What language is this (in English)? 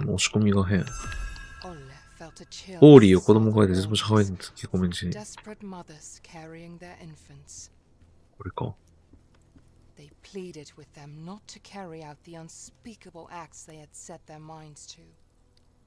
Japanese